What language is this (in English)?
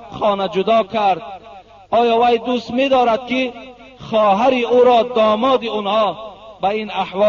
Tajik